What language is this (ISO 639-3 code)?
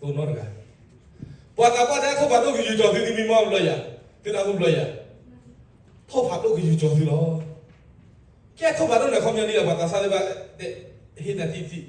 ksw